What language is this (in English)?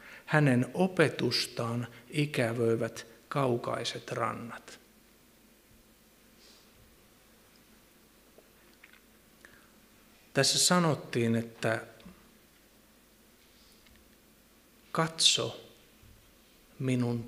Finnish